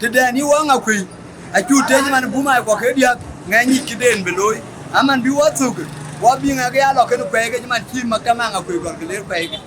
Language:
Dinka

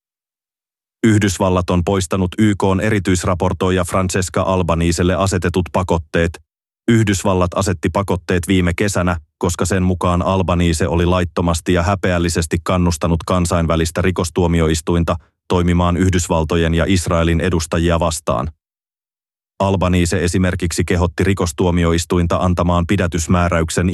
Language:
Finnish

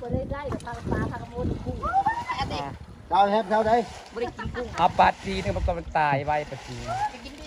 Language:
Northeastern Thai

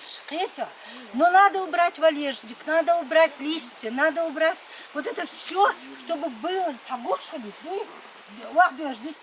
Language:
Chechen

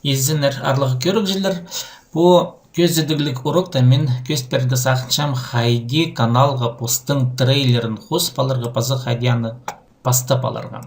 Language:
Khakas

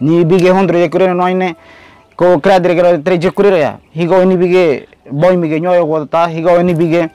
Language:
Ngäbere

